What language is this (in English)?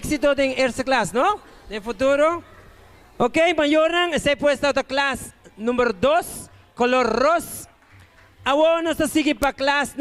Papiamento